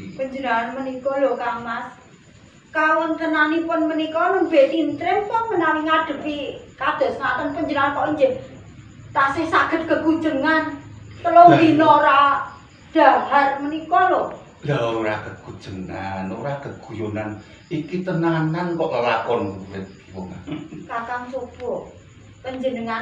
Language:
Javanese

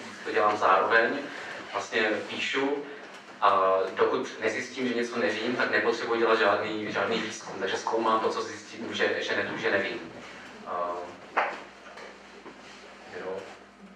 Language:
Czech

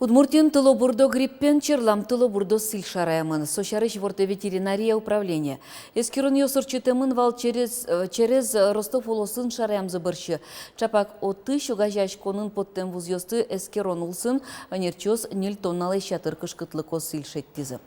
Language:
Udmurt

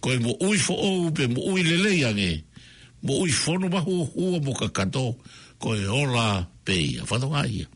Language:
Tongan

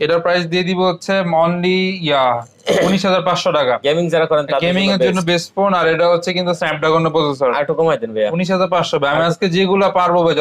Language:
Bangla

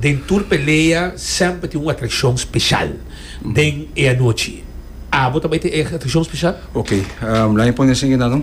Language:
Papiamento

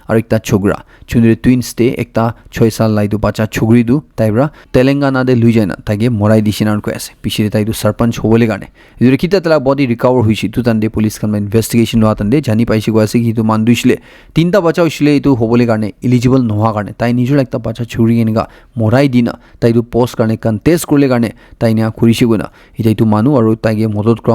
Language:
Naga Pidgin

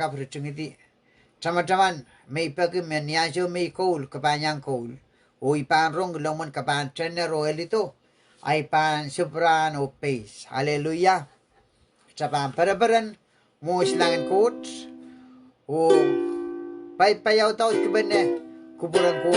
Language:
Pohnpeian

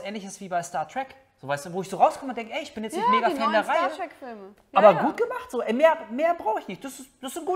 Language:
German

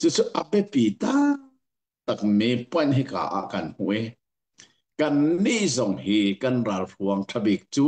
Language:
Hakha Chin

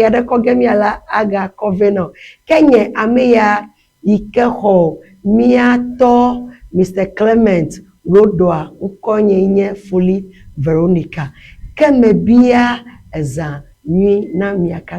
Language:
Ewe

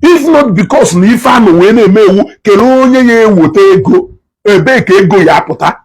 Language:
Igbo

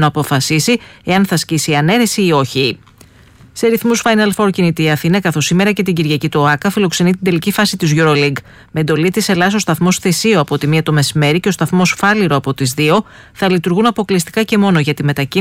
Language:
Greek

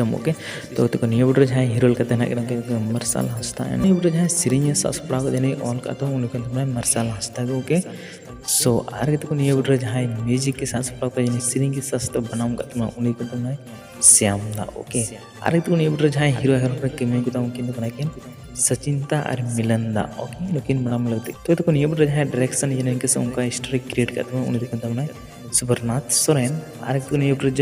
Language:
Santali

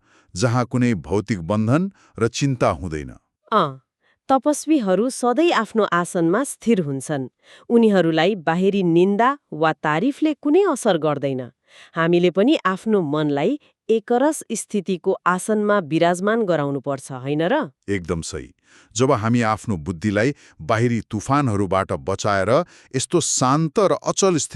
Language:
Nepali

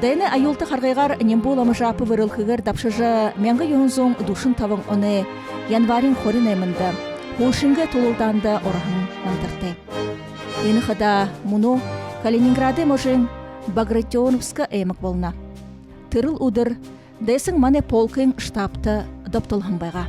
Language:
Buriat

